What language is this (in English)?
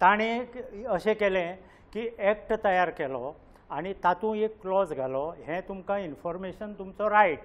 Konkani